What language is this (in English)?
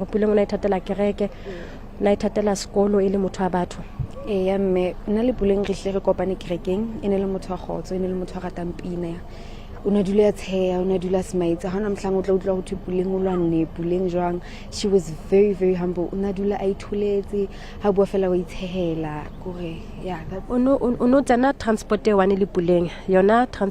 Southern Sotho